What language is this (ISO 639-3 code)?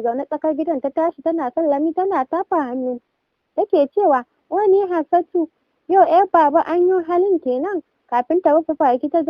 hau